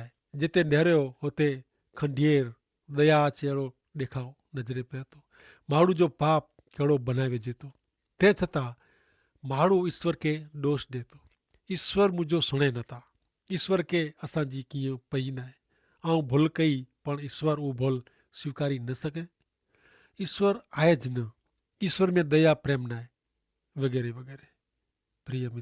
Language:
Kachhi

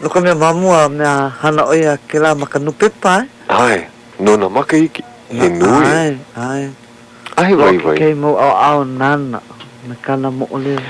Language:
Hawaiian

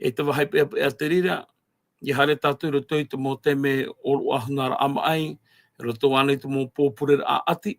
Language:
Tahitian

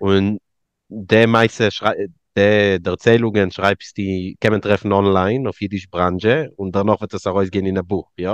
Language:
Yiddish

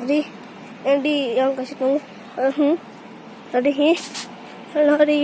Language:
Kok Borok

